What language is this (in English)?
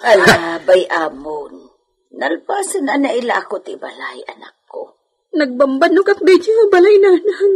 Iloko